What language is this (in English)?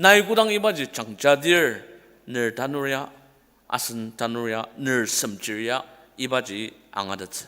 Ao Naga